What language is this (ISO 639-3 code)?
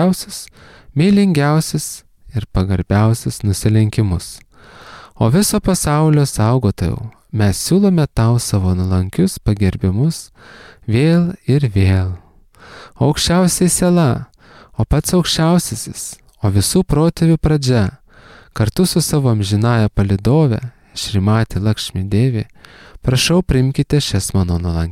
lit